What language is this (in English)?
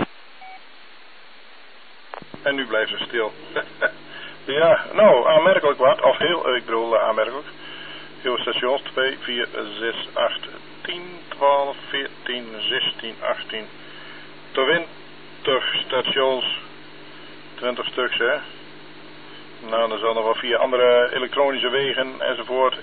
Dutch